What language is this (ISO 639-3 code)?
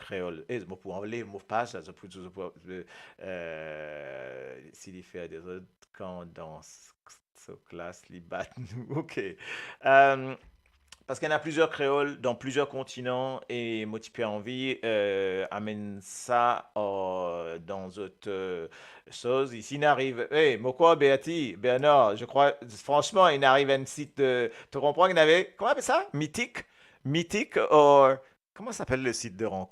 mfe